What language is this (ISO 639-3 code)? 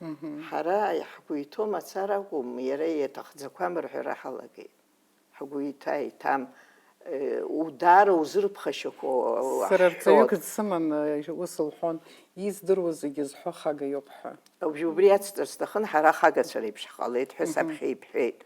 abk